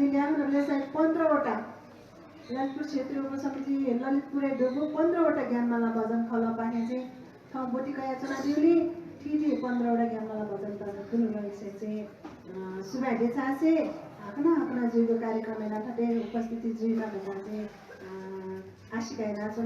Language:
Newari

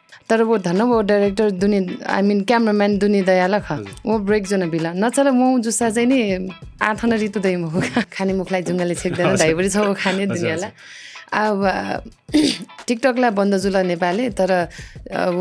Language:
Newari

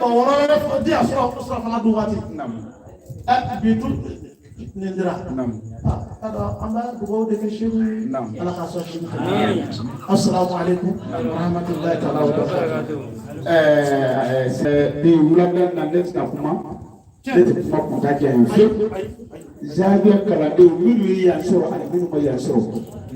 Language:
Bambara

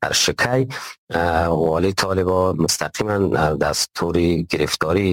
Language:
Persian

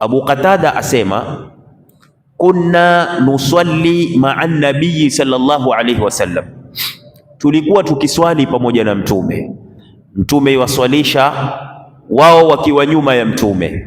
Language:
Swahili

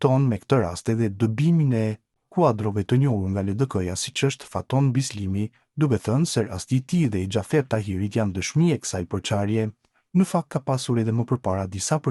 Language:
Albanian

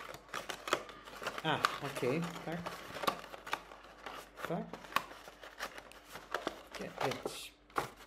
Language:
Greek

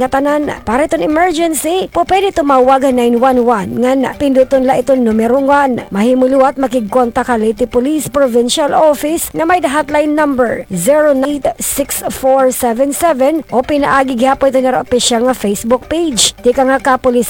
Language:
Waray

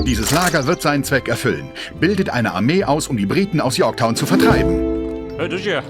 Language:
Bavarian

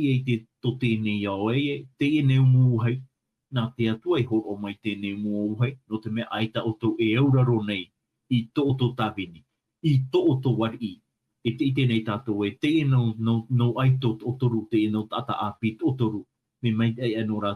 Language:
Tahitian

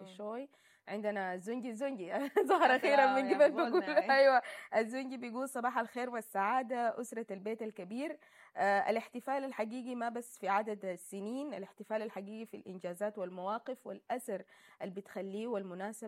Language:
Sudanese Arabic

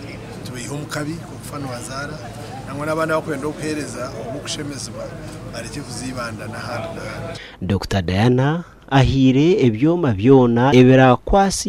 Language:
Nyankole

